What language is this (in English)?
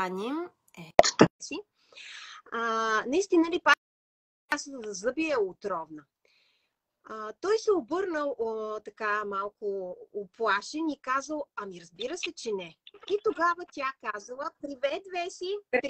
Bulgarian